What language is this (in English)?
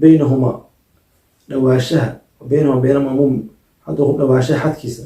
Somali